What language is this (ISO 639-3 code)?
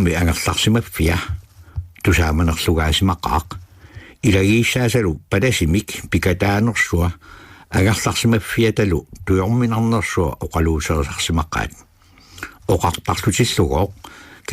kal